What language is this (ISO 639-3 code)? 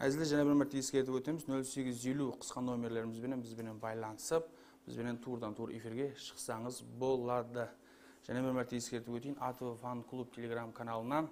kaa